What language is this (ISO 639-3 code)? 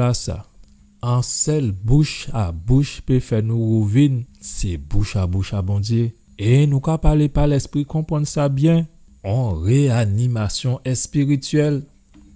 gcf